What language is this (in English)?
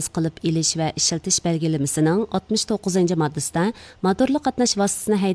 Uyghur